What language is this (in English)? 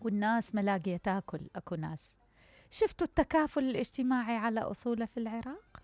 Mesopotamian Arabic